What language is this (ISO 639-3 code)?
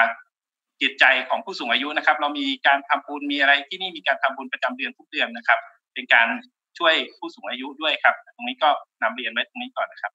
tha